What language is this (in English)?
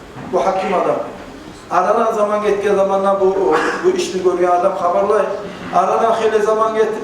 Kumyk